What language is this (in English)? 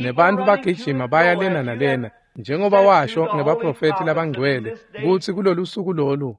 Swati